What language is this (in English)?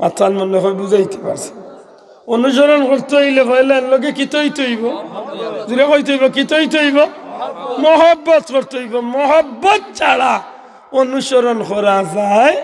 Sylheti